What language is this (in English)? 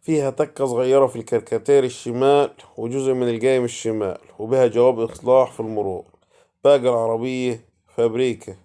Egyptian Arabic